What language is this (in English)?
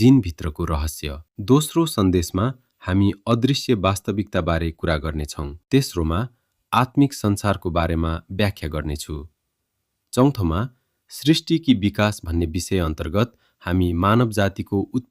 Nepali